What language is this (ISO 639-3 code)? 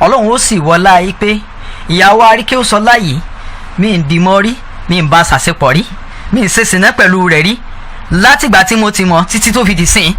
yor